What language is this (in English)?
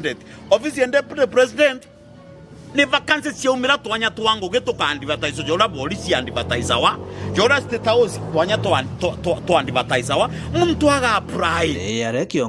Meru